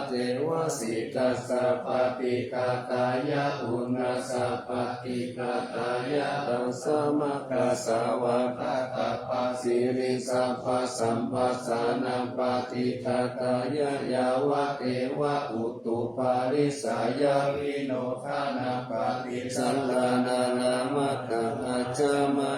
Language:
Pali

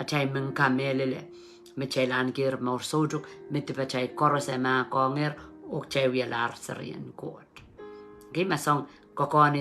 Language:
Pohnpeian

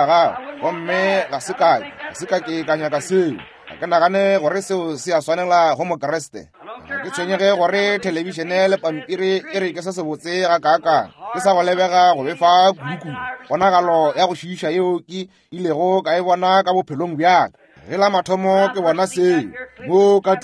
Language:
Northern Sotho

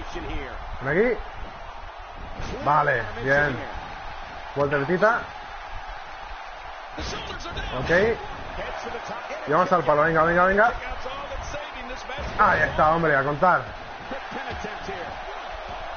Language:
Spanish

